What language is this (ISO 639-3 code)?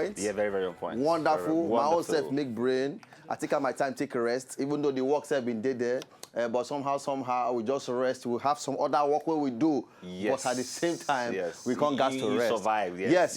pcm